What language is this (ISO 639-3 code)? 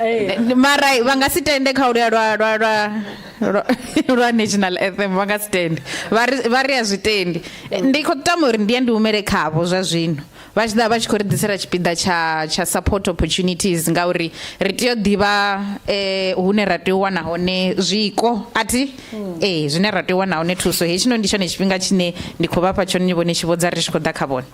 ven